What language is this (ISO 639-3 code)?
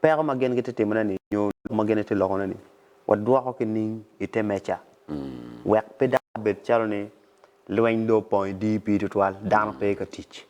ach